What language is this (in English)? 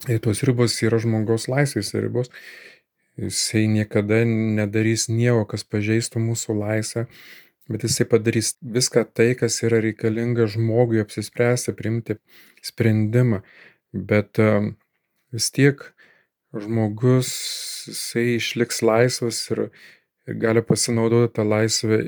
Lithuanian